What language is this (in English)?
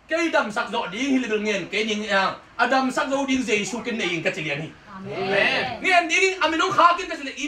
Tedim Chin